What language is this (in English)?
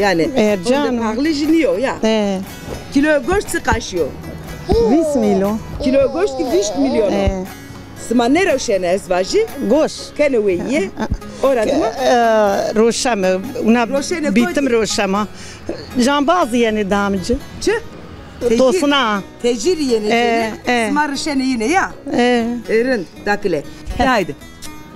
Zaza